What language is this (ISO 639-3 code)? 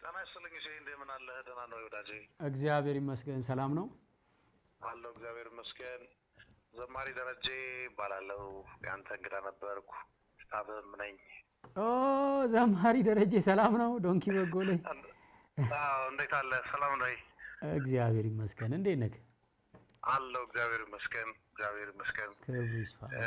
amh